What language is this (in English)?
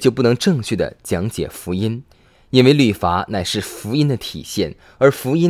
Chinese